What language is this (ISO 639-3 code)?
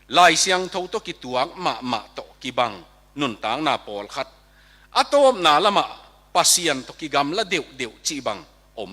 ctd